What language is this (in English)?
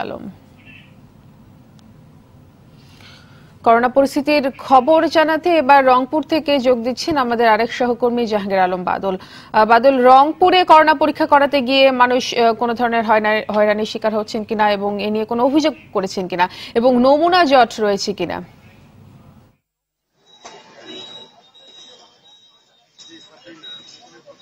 Bangla